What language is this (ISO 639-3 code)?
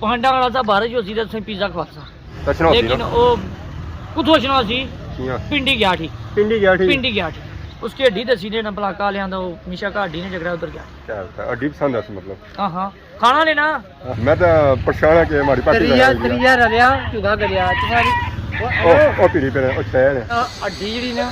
phr